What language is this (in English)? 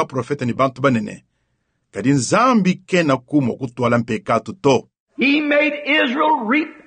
Luba-Lulua